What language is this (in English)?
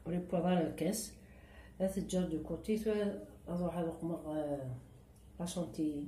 Kabyle